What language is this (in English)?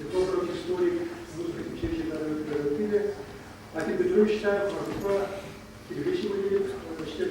Chuvash